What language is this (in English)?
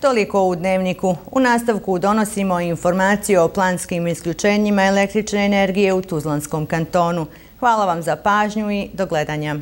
Bosnian